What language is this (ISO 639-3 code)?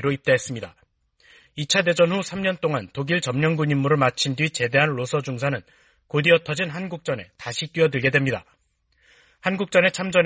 kor